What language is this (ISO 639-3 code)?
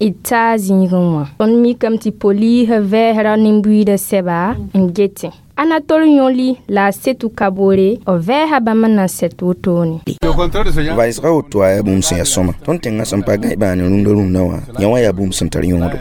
mos